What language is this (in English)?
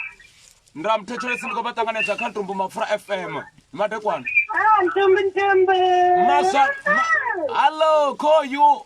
Venda